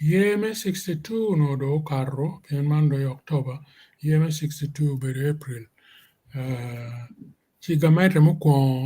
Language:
Acoli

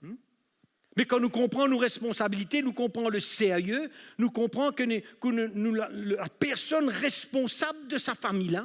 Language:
Morisyen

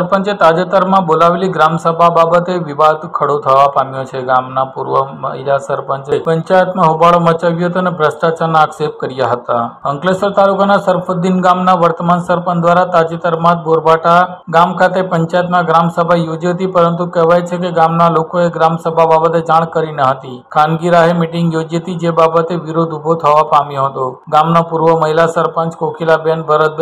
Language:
Gujarati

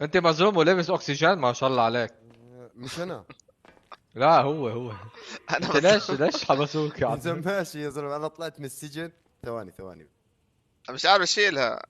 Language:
North Levantine Arabic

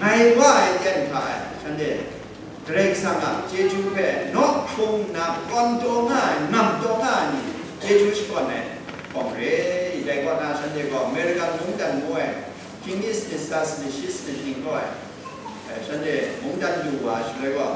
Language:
Kachin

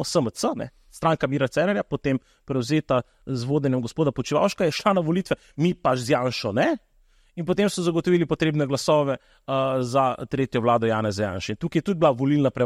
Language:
Slovenian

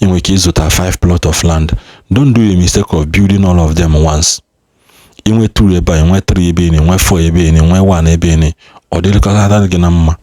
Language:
Igbo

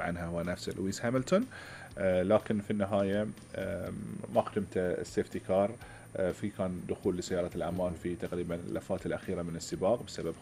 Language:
Gulf Arabic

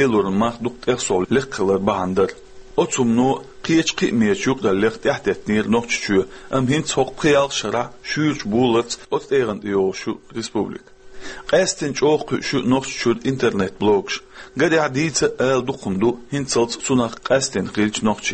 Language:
Chechen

